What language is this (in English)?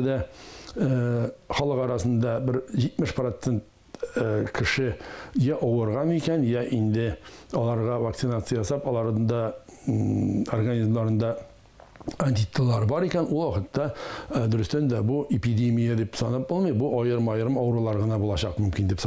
Tatar